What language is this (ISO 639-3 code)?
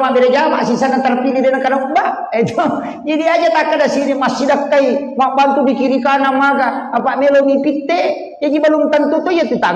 bug